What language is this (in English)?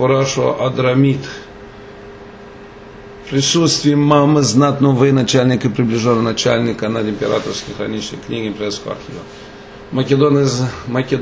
Romanian